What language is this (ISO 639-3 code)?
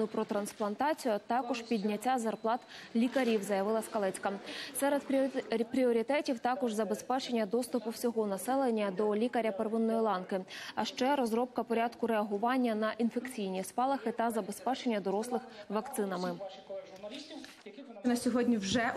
ukr